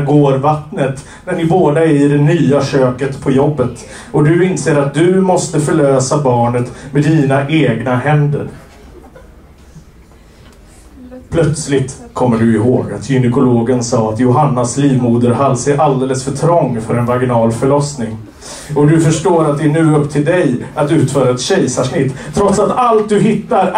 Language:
Swedish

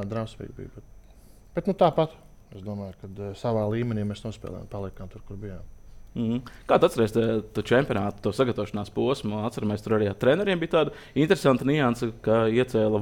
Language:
Latvian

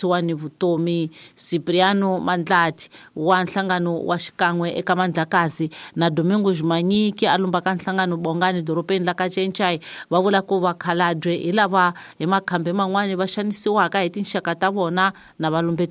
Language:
Tsonga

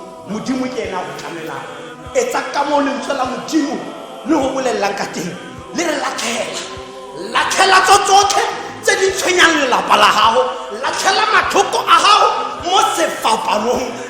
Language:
Tswana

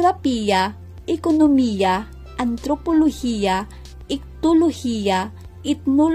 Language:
Filipino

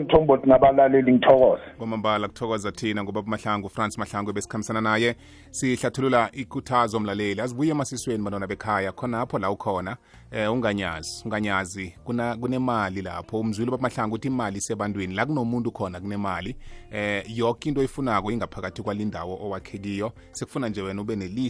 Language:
South Ndebele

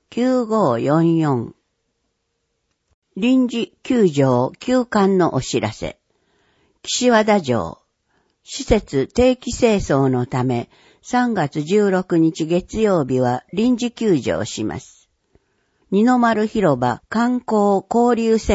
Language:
Japanese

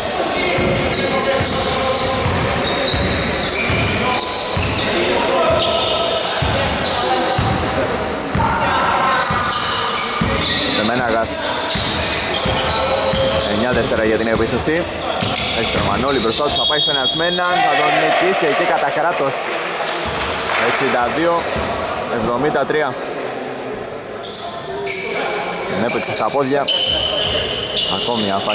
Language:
Greek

